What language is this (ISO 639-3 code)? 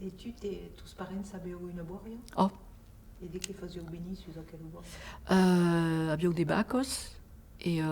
oci